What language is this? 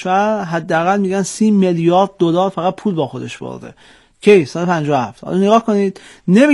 Persian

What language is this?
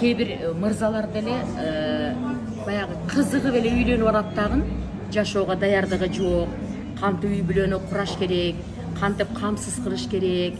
Kyrgyz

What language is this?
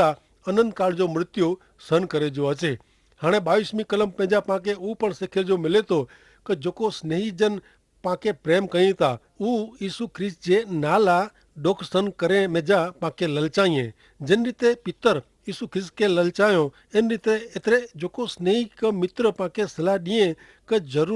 Kachhi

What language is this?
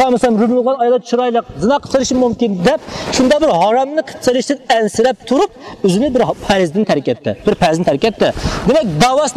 Uyghur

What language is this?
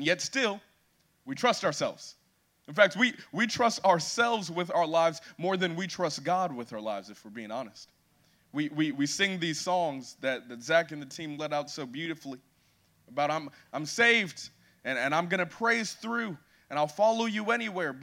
English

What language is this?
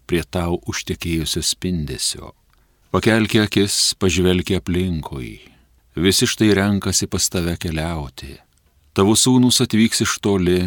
Lithuanian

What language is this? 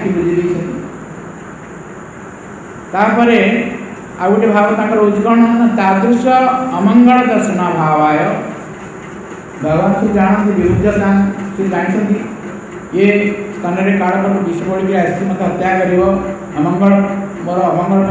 Odia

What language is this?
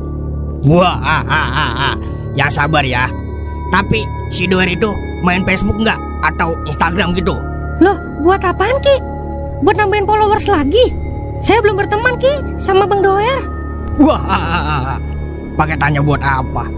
Betawi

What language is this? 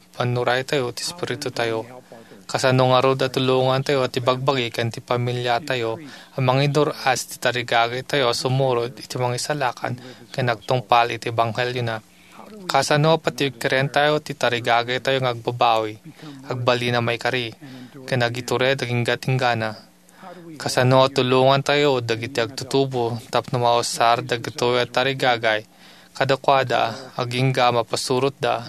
Iloko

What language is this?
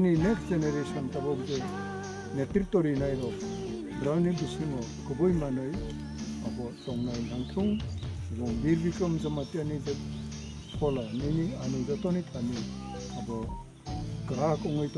Kok Borok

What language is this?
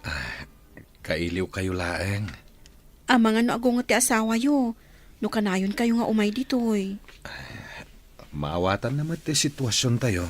Iloko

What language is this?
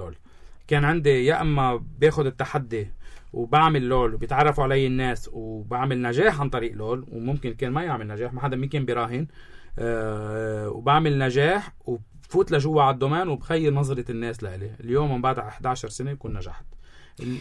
North Levantine Arabic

